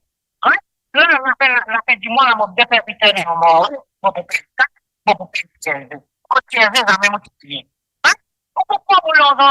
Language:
Morisyen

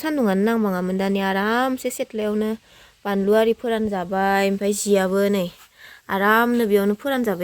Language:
Bodo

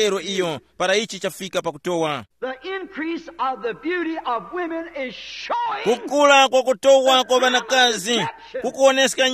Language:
Tumbuka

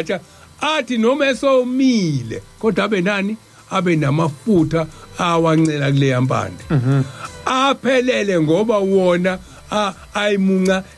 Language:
Zulu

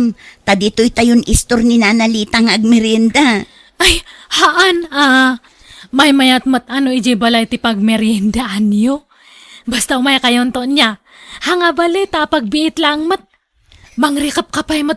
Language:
Iloko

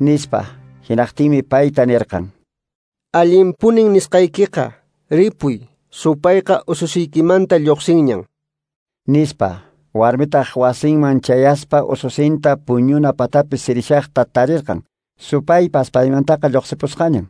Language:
Quechua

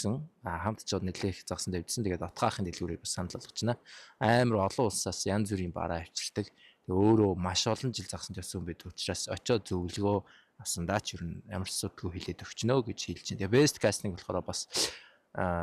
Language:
Mongolian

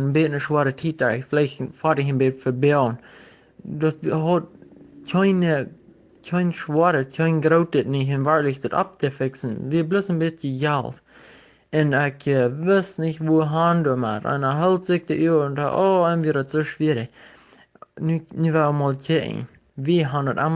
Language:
Plautdietsch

